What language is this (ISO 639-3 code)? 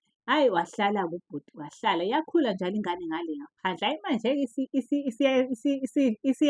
zul